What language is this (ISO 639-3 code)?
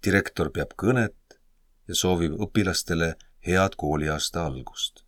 est